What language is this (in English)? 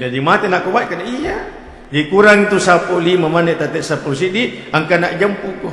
Buginese